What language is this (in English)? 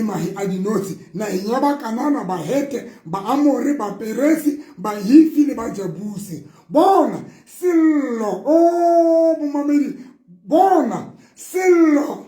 Southern Sotho